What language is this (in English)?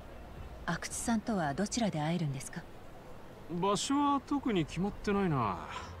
Japanese